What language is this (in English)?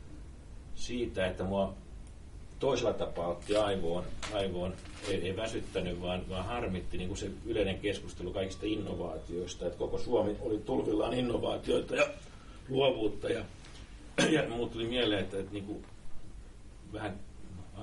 Finnish